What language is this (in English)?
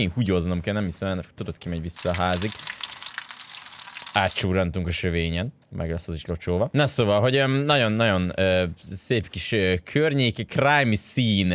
Hungarian